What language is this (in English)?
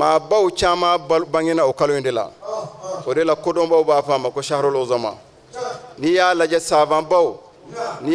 Bambara